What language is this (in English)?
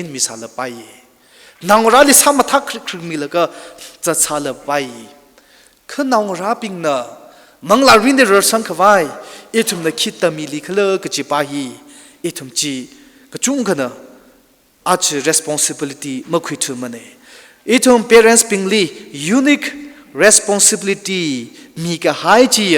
Tangkhul Naga (India)